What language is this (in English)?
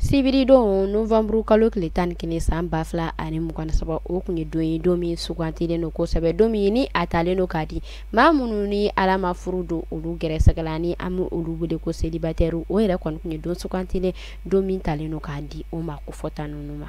Bambara